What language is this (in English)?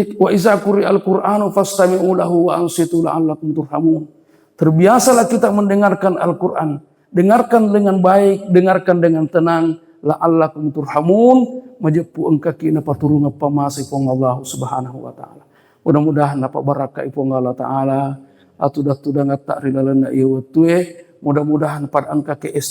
Buginese